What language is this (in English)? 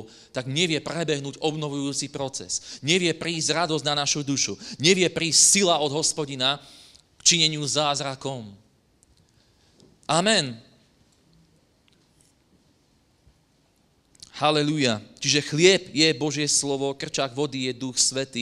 Slovak